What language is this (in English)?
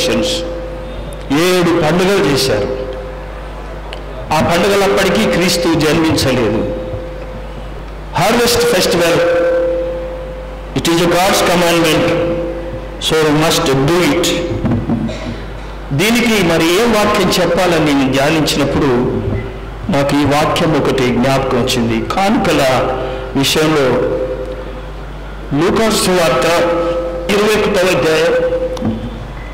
Telugu